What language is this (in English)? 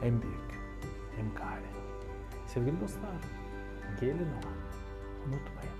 Gagauz